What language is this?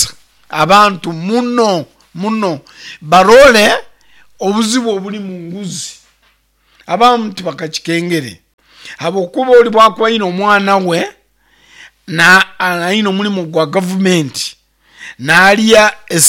Nyankole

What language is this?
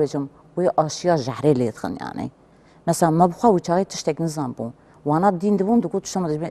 Kurdish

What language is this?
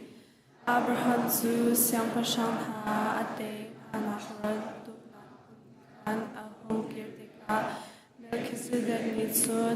Hakha Chin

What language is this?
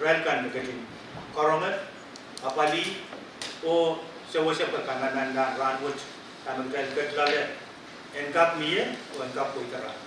Pohnpeian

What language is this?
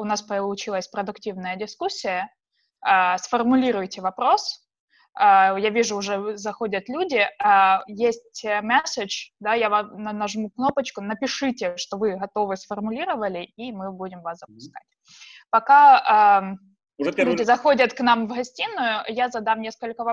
Russian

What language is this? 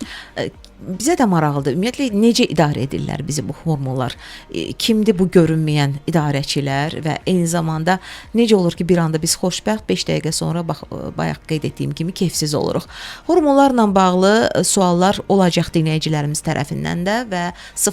Azerbaijani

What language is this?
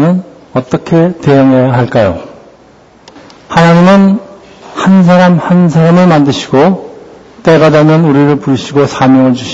Korean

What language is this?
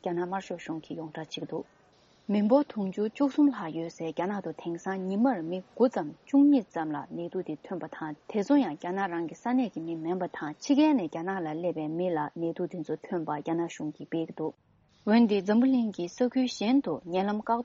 Tibetan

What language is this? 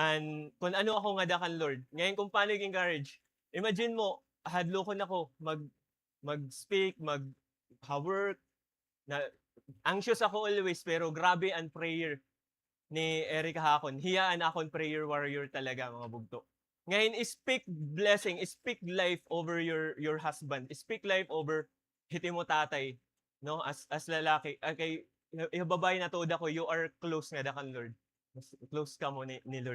Waray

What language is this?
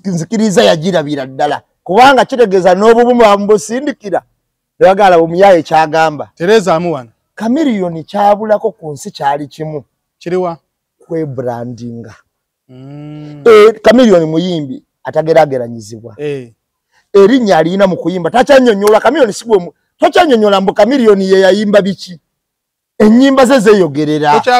Ganda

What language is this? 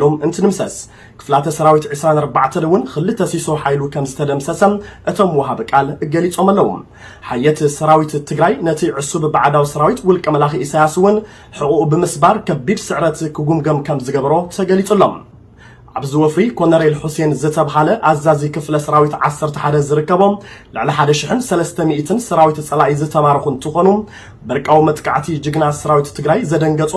Tigrinya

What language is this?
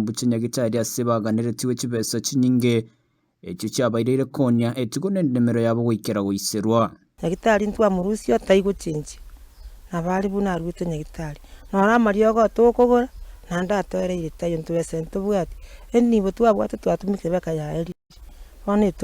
Gusii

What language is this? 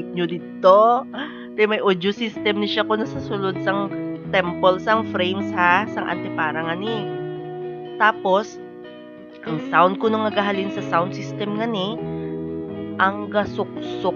Hiligaynon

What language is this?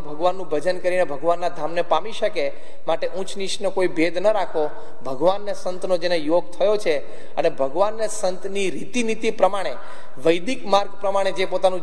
Gujarati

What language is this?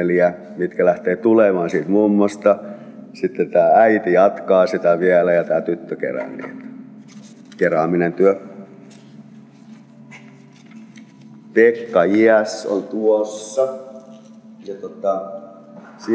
Finnish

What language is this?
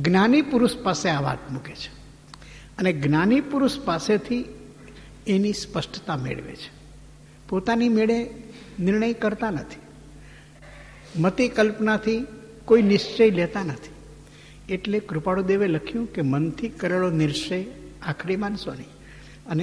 Gujarati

